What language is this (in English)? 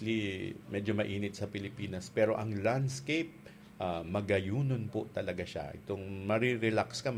Bikol